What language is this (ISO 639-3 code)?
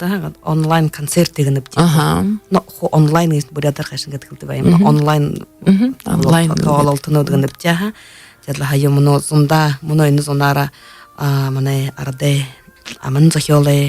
bua